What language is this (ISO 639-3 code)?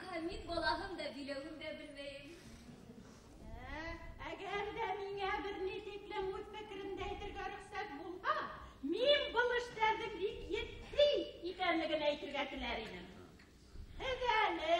bak